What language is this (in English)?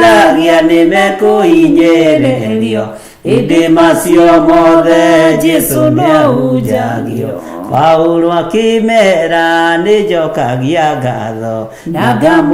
Kikuyu